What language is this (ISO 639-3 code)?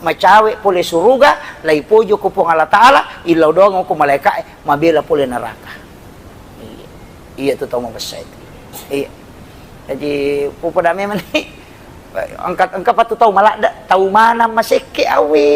bug